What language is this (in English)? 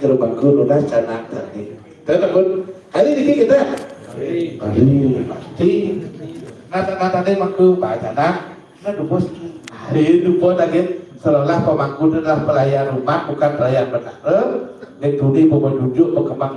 Balinese